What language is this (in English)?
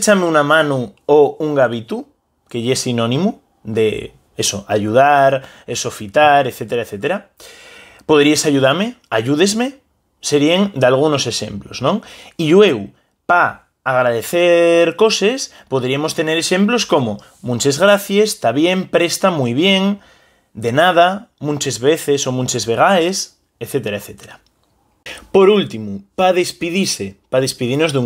Asturian